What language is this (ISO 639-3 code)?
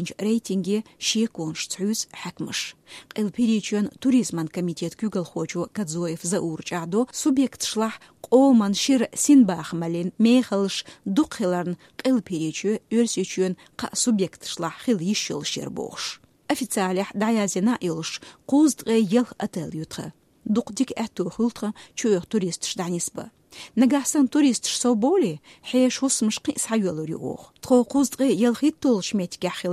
che